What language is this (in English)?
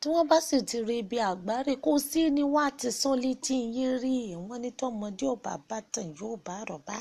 Yoruba